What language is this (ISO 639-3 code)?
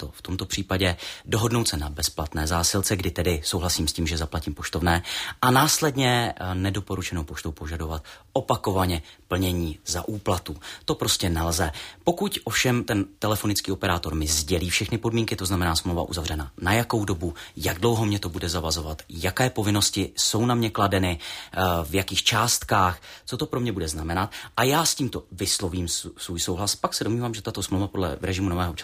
ces